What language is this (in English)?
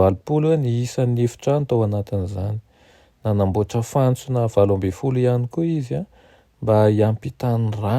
Malagasy